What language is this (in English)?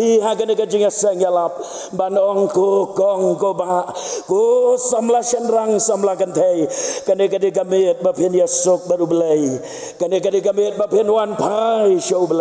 Khasi